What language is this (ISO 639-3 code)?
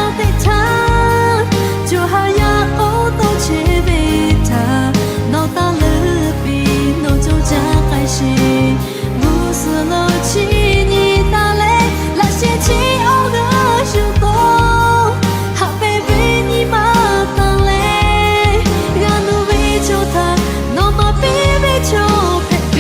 lhu